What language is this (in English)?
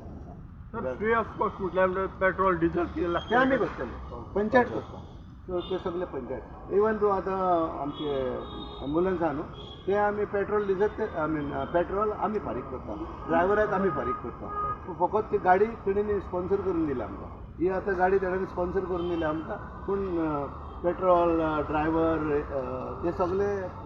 Konkani